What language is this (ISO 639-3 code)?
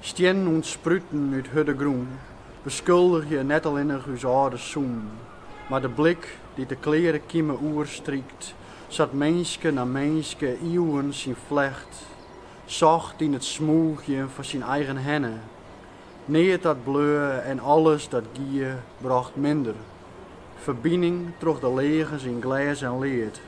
fry